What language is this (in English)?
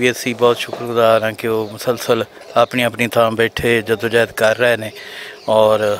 Western Panjabi